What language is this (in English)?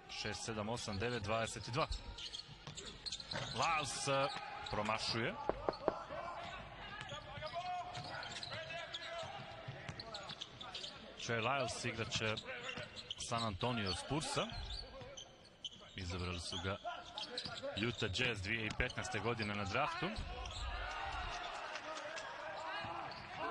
Croatian